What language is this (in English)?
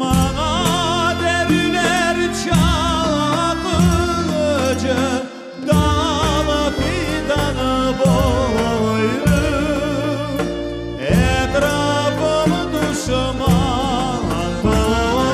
Crimean Tatar